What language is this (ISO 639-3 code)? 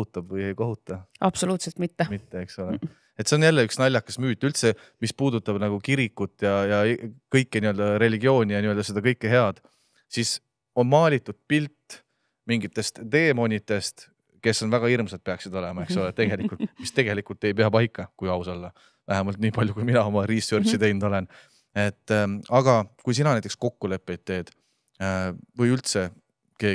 est